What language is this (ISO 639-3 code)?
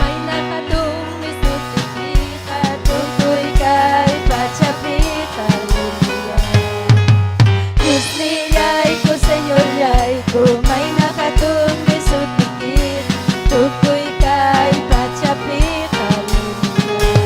quy